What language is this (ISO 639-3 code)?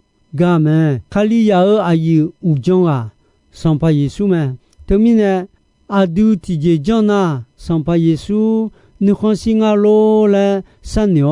ahk